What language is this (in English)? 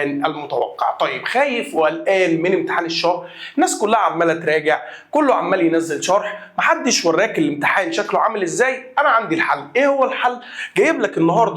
Egyptian Arabic